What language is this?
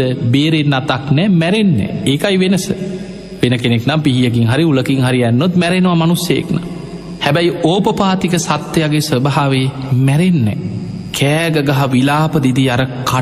Sinhala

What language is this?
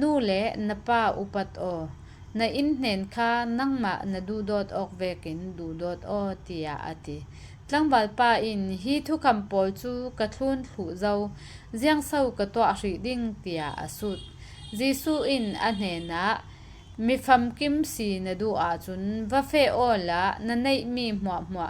Falam Chin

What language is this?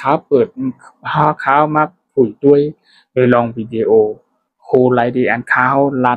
Shan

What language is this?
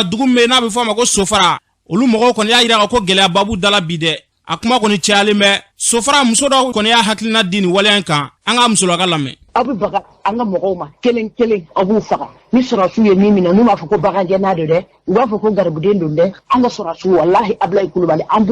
Bambara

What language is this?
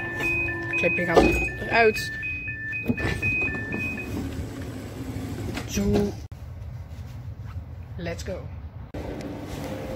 Dutch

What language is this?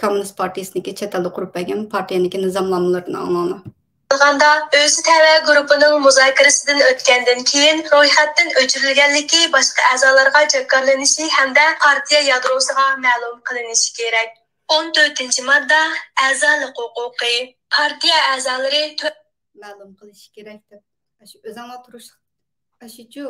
Uyghur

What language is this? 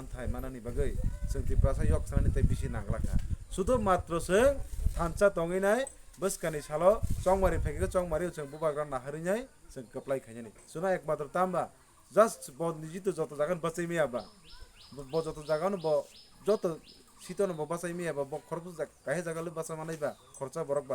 Kok Borok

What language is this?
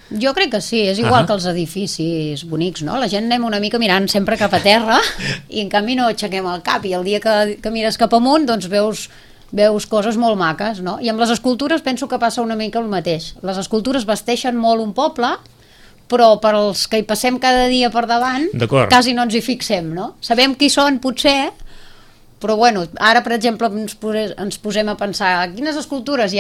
Catalan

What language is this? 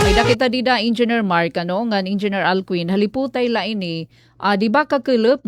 Waray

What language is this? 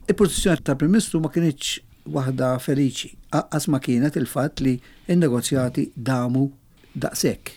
Maltese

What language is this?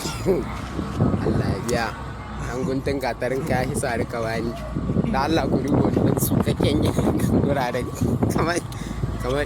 Hausa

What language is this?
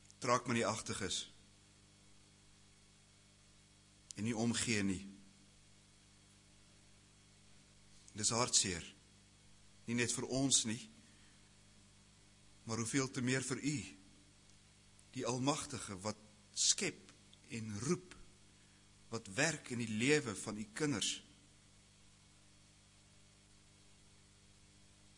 Afrikaans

